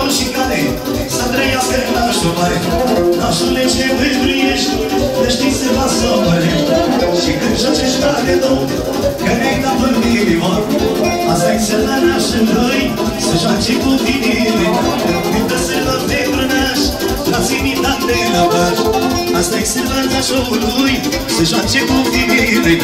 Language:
Romanian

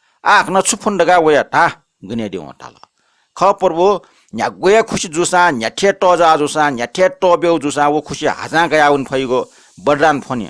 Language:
Newari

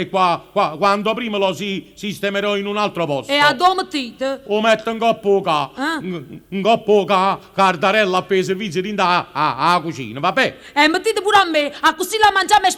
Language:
Neapolitan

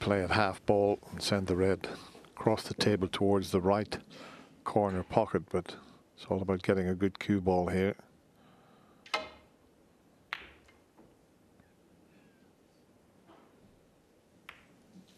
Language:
English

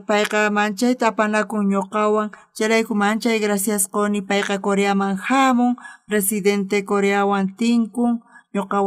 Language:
South Bolivian Quechua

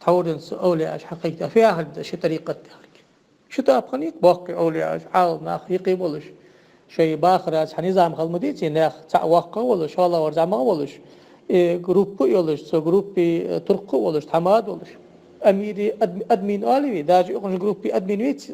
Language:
Ingush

